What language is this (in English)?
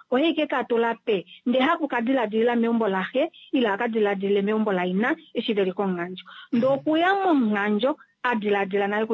Kuanyama